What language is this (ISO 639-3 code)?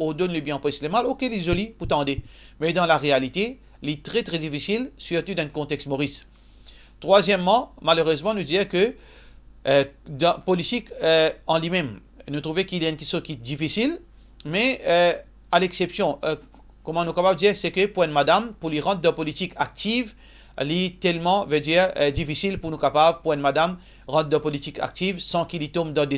mfe